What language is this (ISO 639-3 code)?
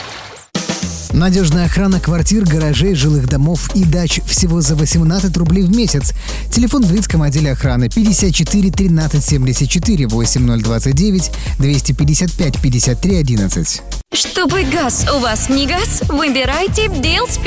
rus